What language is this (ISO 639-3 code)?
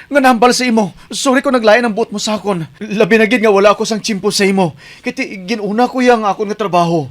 hil